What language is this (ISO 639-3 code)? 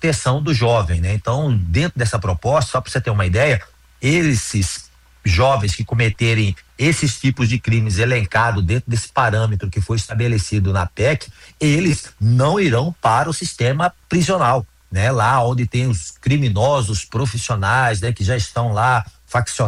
por